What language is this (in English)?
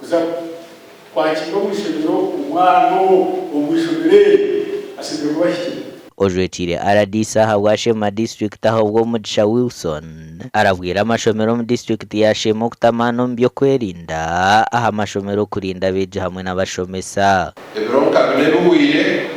Nyankole